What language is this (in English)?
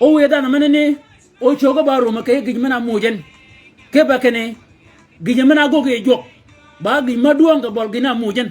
Shilluk